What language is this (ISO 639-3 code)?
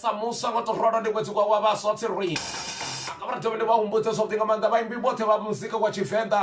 ven